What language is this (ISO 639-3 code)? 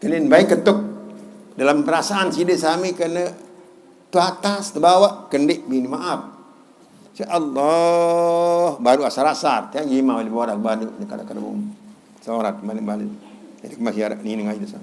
sas